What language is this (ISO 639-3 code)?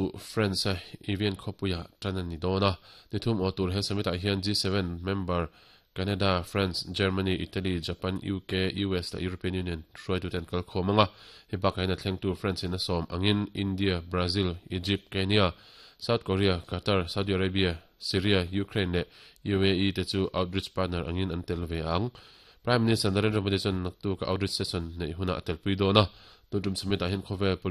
lus